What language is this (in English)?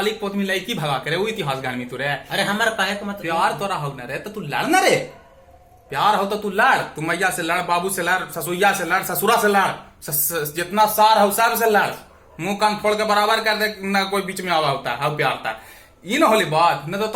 Magahi